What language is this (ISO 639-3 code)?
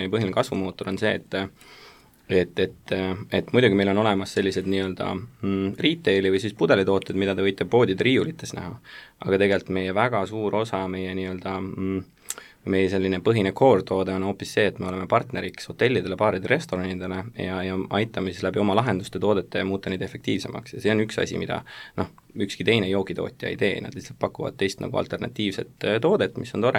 est